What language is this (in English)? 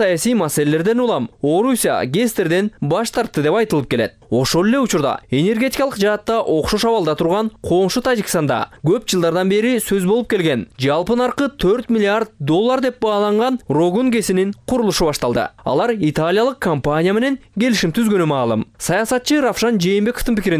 Kyrgyz